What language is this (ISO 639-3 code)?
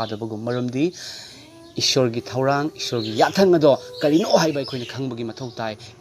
mni